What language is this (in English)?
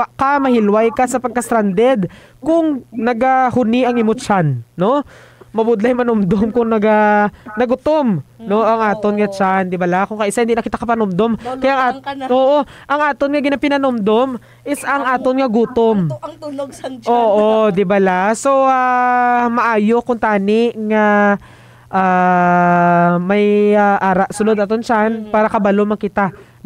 Hiligaynon